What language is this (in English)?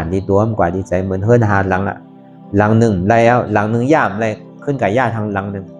Shan